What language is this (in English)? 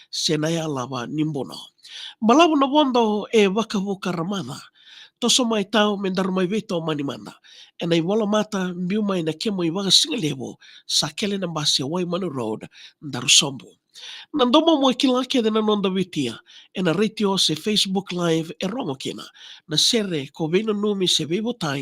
Fijian